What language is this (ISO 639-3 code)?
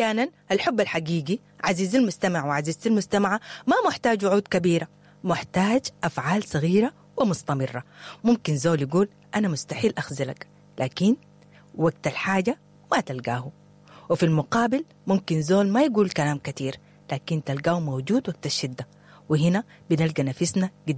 apd